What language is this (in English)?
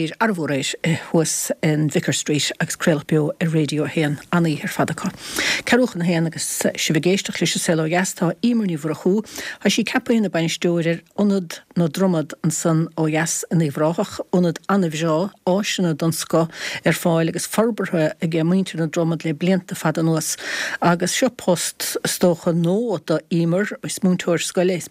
Irish